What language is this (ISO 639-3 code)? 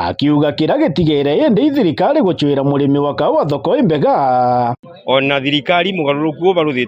mer